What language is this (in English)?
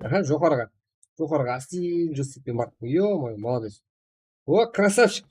Kara-Kalpak